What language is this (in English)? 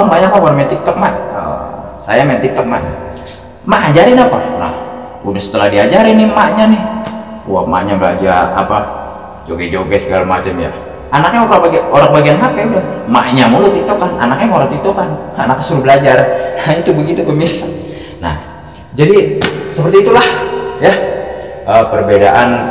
Betawi